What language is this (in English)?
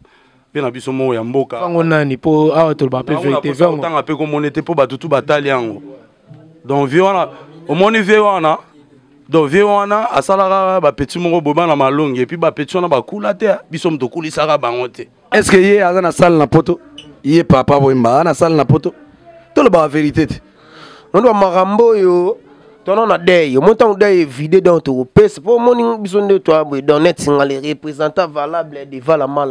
Lingala